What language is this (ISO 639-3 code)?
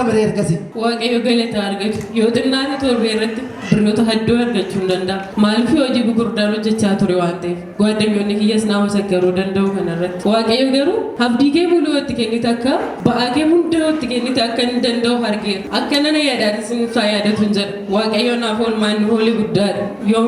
orm